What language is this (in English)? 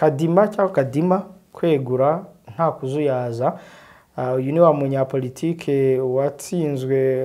Kinyarwanda